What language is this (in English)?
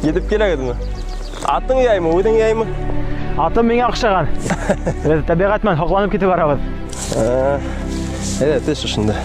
Bashkir